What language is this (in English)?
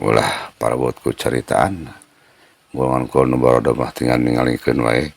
Sundanese